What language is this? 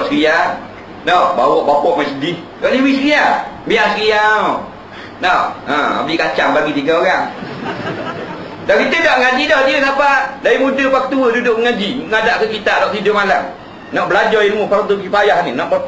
Malay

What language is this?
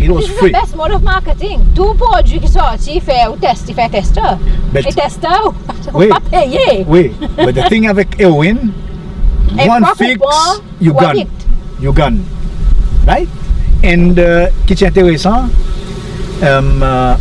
Seselwa Creole French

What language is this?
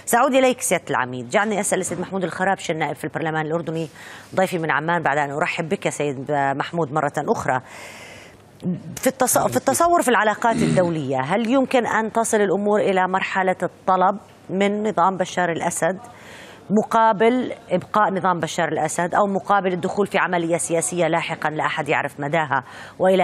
Arabic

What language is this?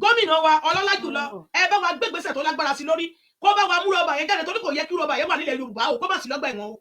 Yoruba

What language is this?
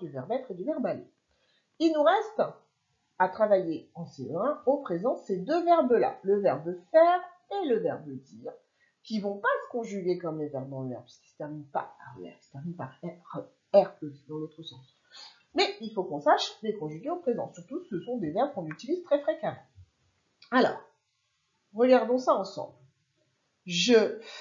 French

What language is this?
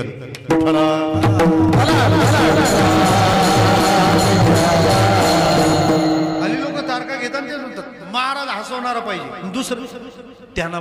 Marathi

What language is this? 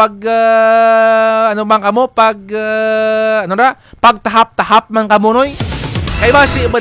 Kinaray-a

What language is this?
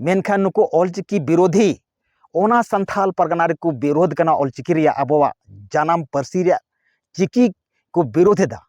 Santali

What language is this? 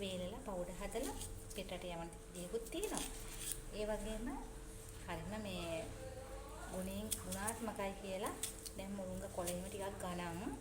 Sinhala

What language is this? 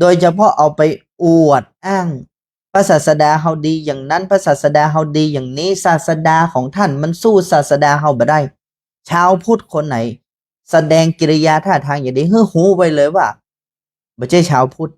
Northern Thai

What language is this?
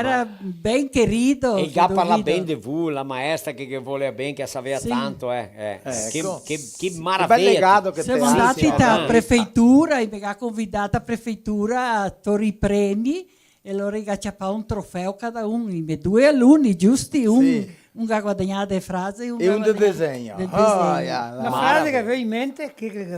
Venetian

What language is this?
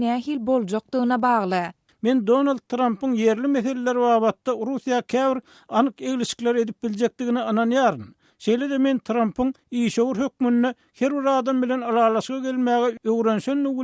Turkmen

